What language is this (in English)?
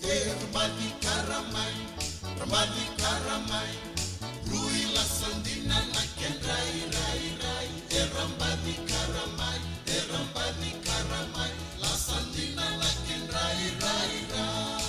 Fijian